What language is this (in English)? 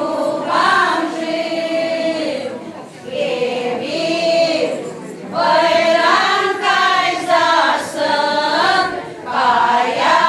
Chuvash